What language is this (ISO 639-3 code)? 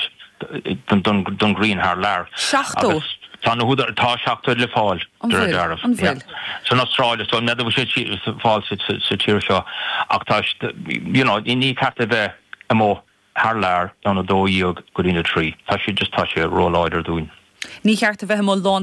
gle